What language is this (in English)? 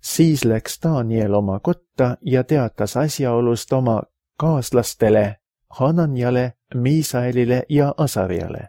Estonian